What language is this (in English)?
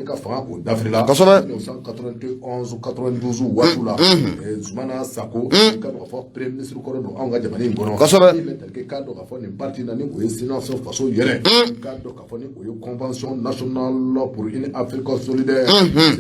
Bambara